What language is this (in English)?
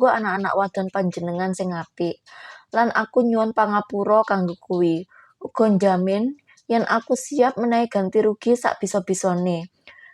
Javanese